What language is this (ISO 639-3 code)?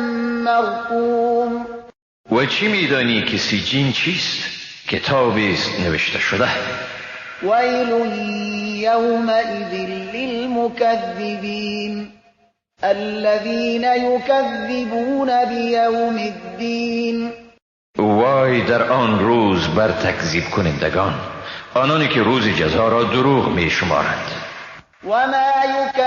fas